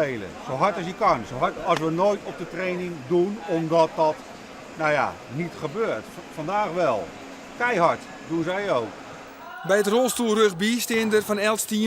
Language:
Western Frisian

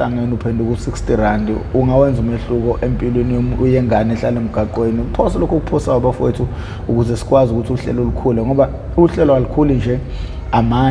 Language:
Zulu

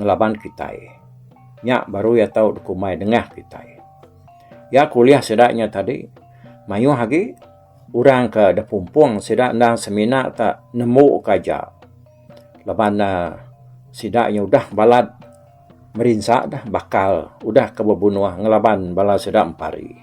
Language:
Iban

